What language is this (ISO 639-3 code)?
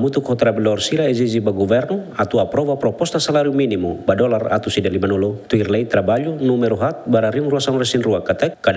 tet